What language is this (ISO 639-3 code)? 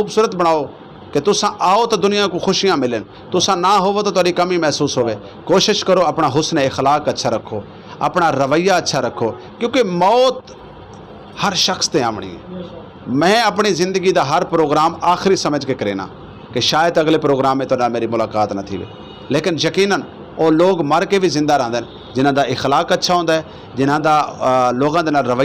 skr